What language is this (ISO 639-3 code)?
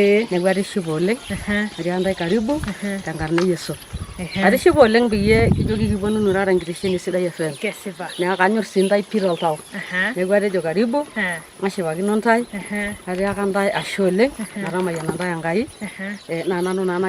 mas